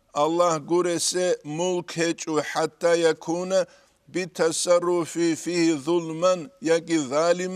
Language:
Avaric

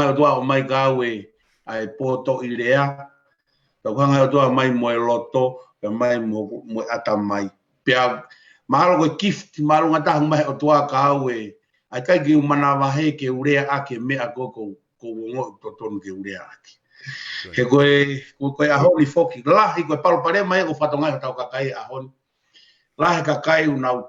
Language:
Tongan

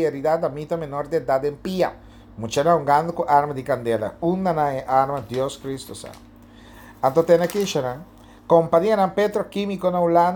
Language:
Papiamento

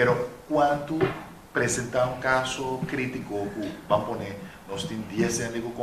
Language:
Papiamento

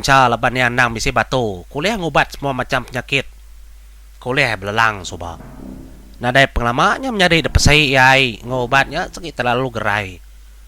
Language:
Iban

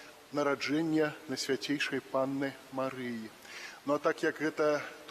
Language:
Belarusian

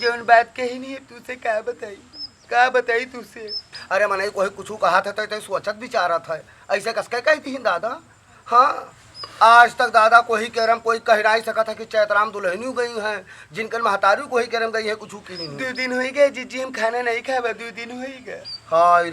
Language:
Awadhi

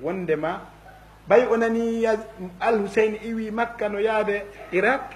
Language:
Fula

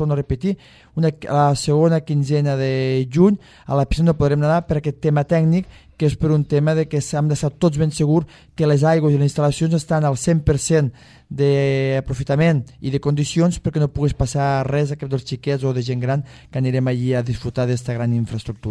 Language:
Catalan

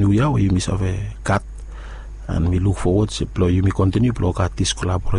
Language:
Bislama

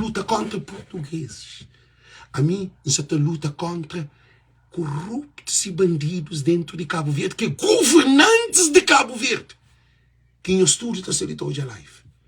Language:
Kabuverdianu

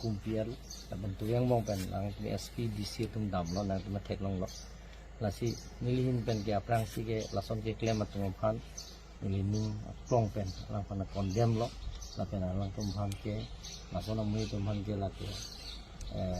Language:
Karbi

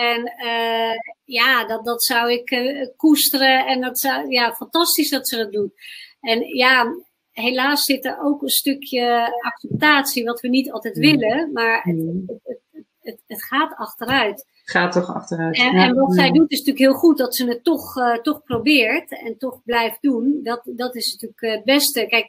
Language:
Dutch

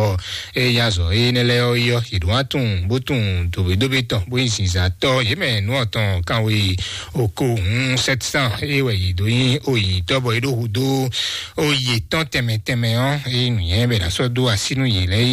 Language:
Fon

